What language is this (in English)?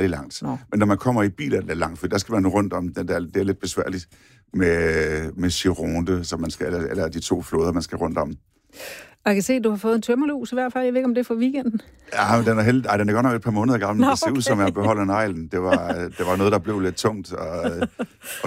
Danish